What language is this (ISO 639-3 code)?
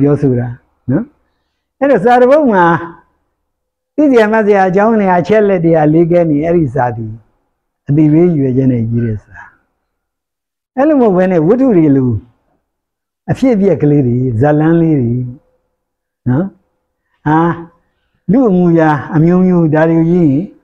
mya